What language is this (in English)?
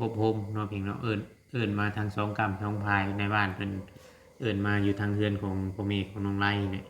Lao